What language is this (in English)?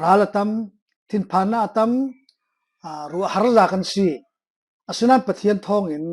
Falam Chin